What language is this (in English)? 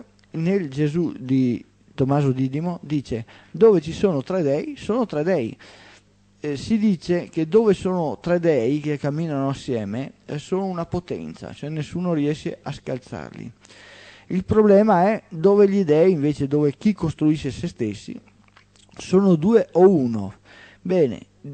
Italian